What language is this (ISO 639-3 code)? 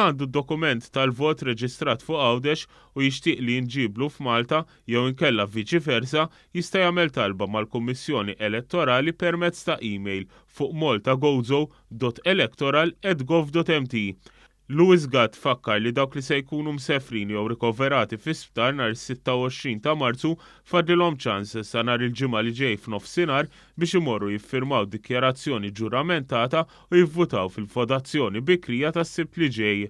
mlt